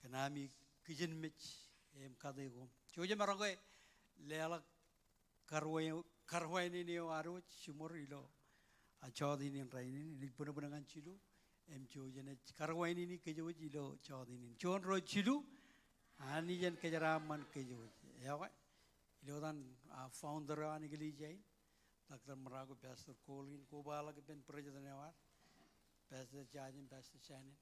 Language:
Marshallese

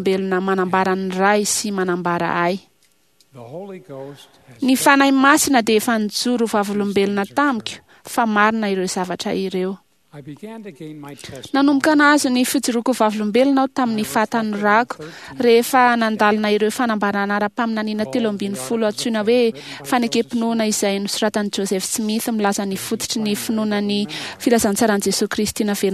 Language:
Malagasy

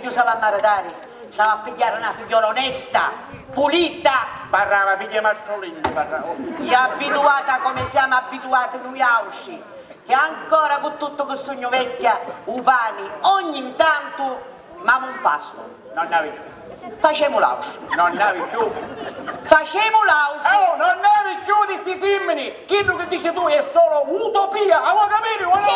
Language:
Sicilian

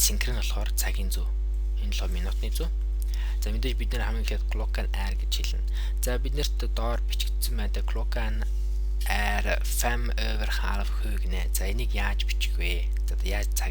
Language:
Mongolian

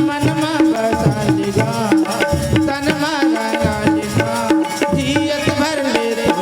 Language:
Chhattisgarhi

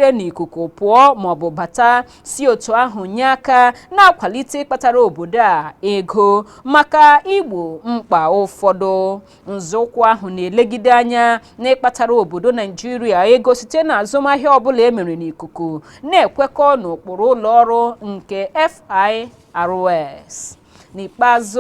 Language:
Igbo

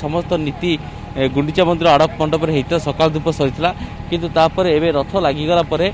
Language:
Odia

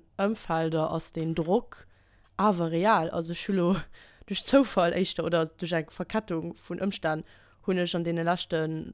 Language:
Luxembourgish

